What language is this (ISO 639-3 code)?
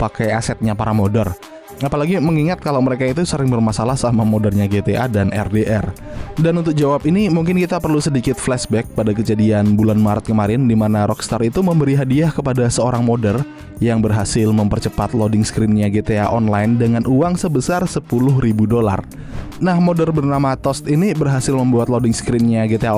ind